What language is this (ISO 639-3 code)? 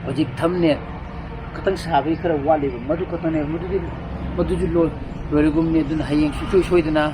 mni